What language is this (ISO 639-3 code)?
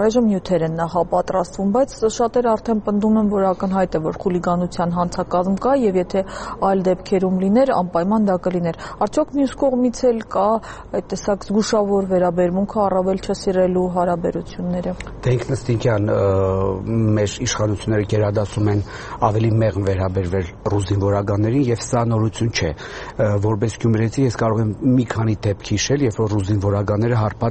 hye